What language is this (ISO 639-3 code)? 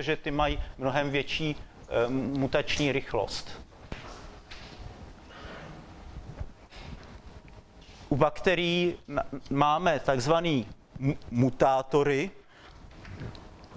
ces